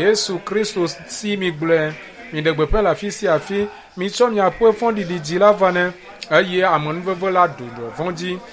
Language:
Ewe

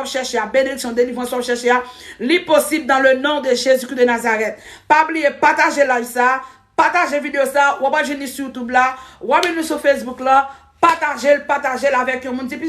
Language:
Haitian Creole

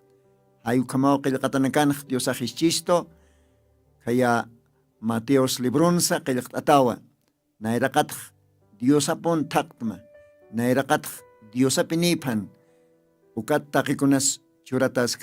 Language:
Aymara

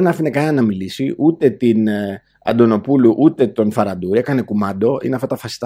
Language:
Greek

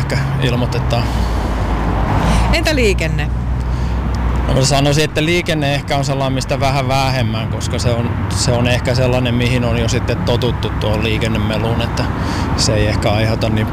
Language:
Finnish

